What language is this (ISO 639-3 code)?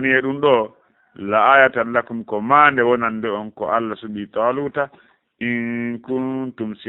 ful